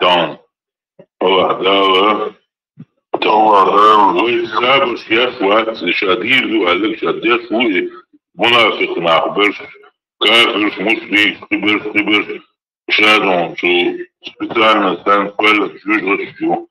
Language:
Chechen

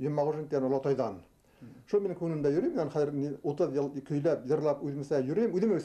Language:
Bashkir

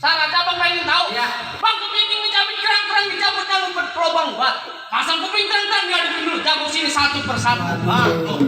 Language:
Betawi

